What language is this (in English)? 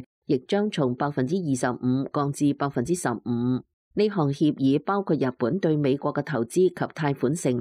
Cantonese